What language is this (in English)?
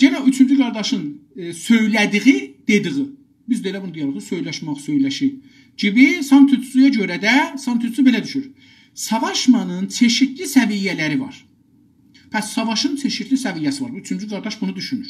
South Azerbaijani